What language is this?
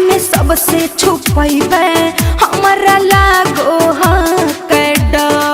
Magahi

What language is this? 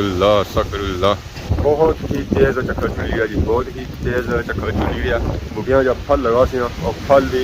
Pahari-Potwari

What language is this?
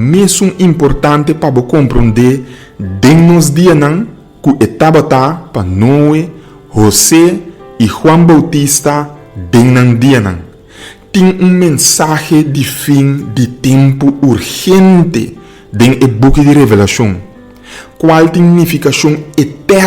Papiamento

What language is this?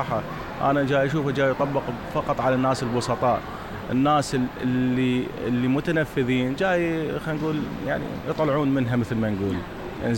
Mesopotamian Arabic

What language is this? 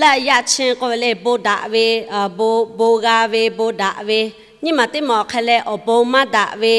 Lahu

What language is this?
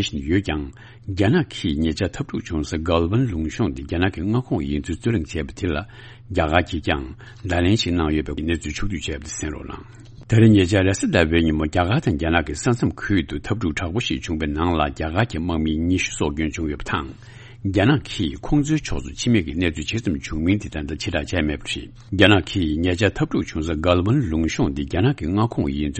Tibetan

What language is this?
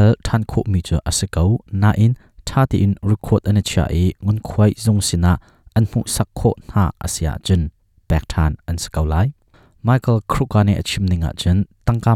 Hakha Chin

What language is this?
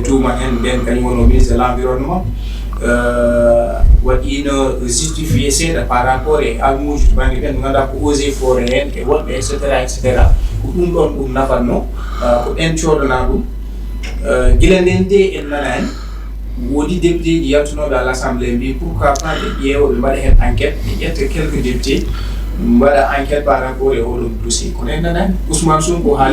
Fula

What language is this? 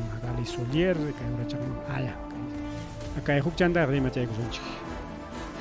Ayacucho Quechua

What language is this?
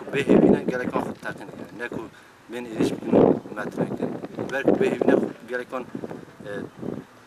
Kurdish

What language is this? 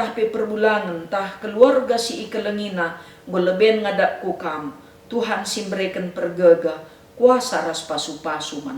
Batak Karo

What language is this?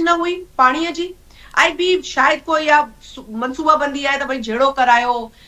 Sindhi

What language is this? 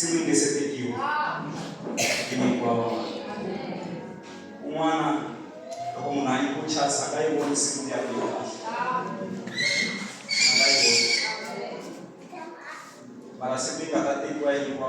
Tsonga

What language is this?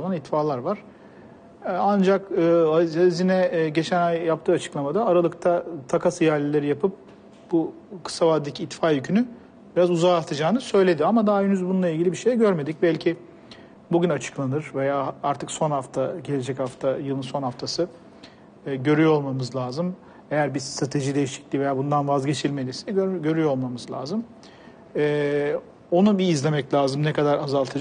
Turkish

